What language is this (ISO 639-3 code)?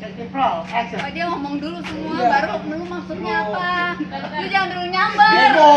bew